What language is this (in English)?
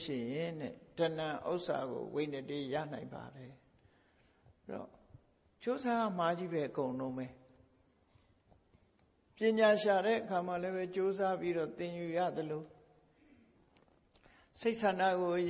Burmese